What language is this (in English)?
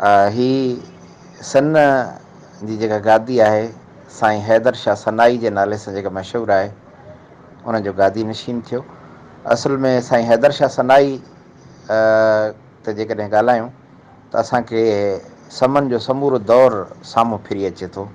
Sindhi